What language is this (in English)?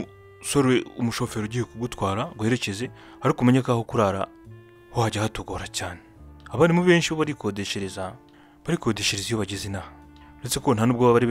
Kinyarwanda